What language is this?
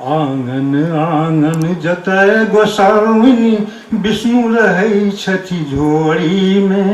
Maithili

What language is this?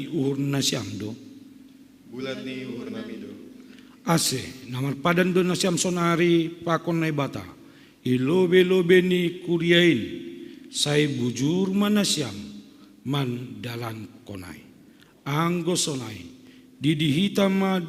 Batak Simalungun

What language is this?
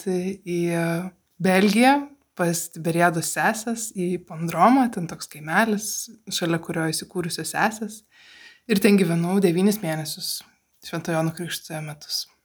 Lithuanian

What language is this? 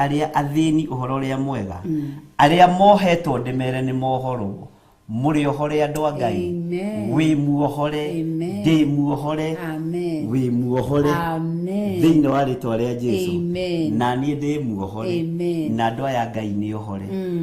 Kikuyu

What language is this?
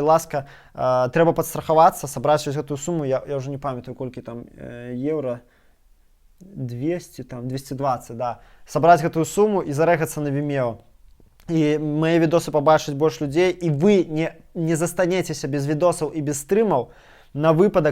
Belarusian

